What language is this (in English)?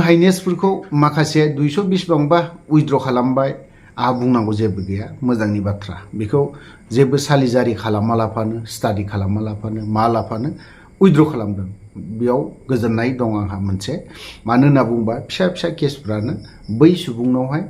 Bodo